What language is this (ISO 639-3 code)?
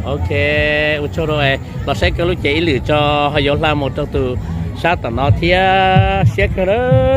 hmn